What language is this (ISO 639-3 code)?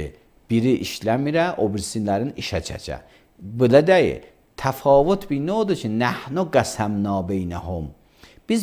aze